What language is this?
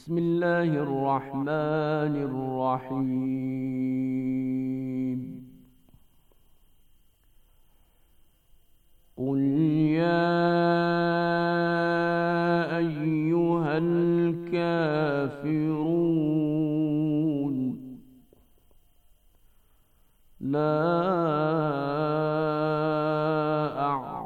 Bosnian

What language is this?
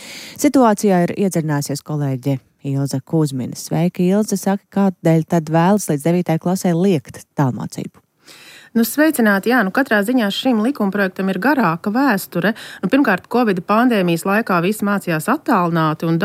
Latvian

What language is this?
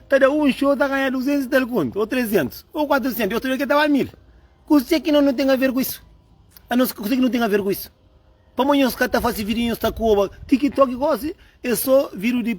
Kabuverdianu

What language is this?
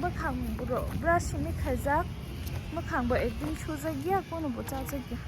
Kok Borok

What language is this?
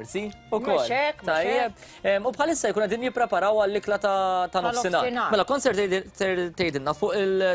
Maltese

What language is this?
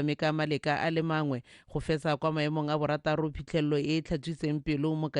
Tswana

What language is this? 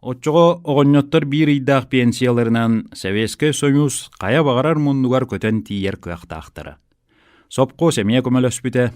Yakut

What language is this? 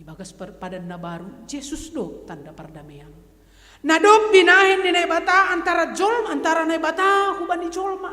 Batak Simalungun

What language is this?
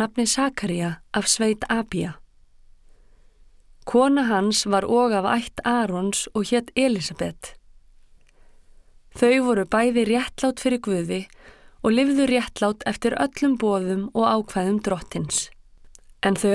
Icelandic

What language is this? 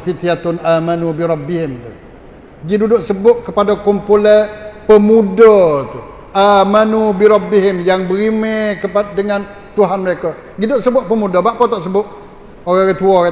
Malay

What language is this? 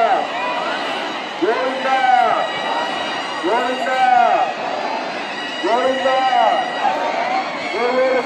Telugu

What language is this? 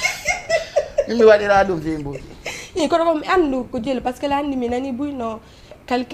Fula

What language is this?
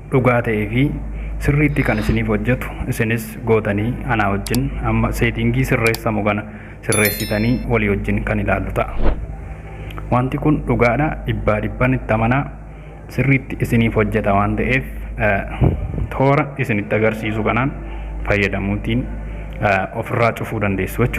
Oromo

